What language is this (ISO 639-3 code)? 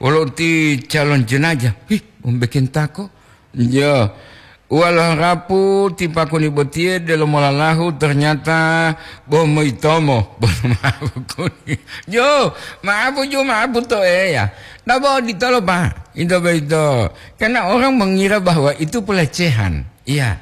gor